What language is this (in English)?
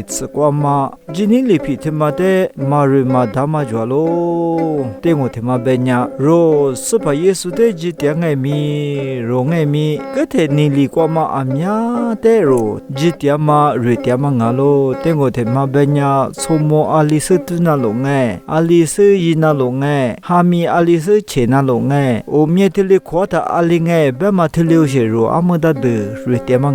Lisu